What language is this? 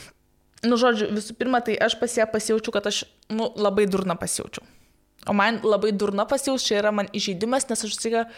Lithuanian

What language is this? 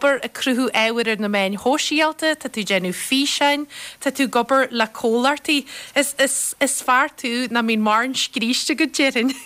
Irish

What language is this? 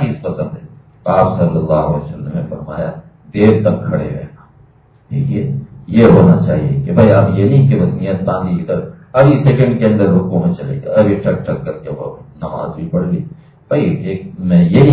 Urdu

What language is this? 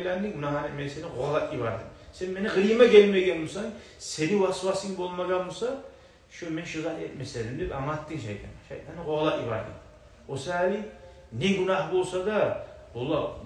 Kumyk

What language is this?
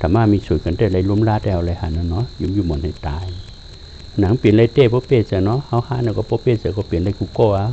Shan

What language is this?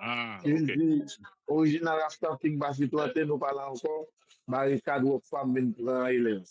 Haitian Creole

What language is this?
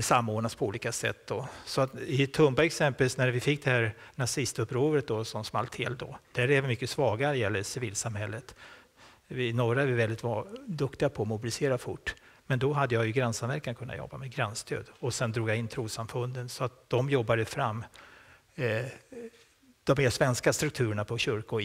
Swedish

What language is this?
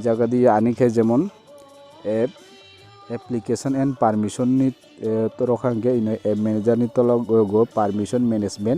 Kok Borok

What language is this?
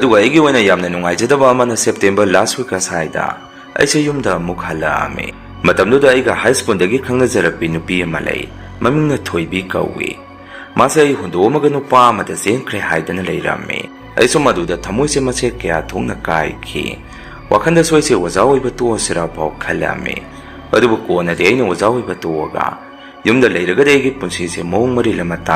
Manipuri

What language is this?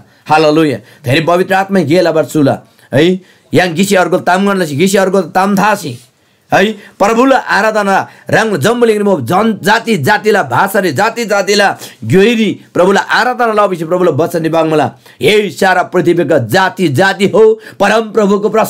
Eastern Tamang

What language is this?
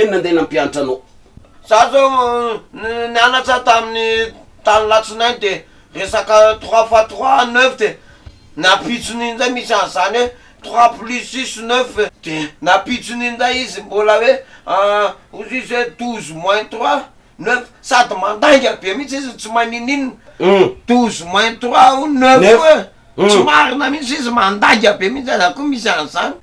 Malagasy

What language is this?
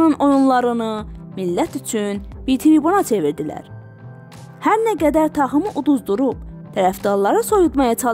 South Azerbaijani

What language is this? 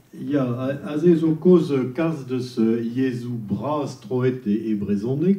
Breton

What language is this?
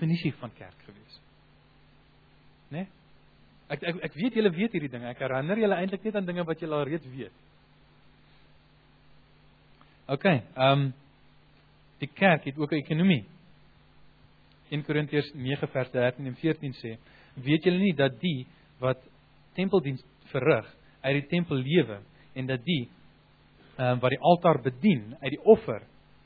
Afrikaans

